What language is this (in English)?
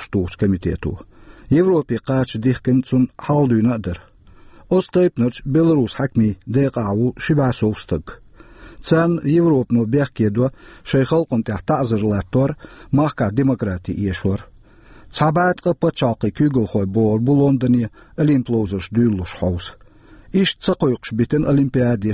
Chechen